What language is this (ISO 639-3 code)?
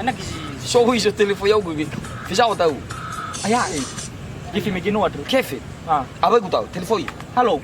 nia